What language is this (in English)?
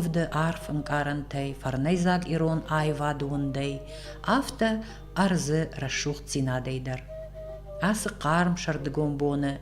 Ossetic